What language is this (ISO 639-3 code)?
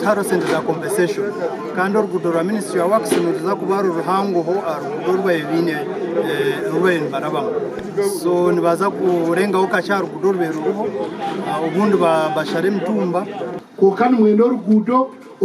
nyn